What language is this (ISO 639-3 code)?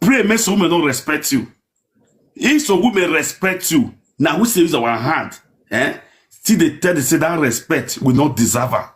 pcm